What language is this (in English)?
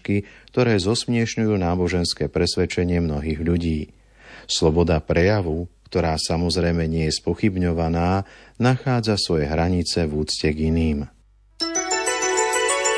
Slovak